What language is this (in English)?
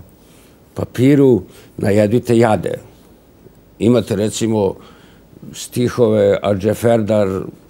Serbian